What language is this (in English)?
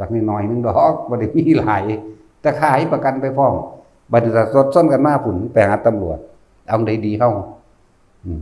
Northeastern Thai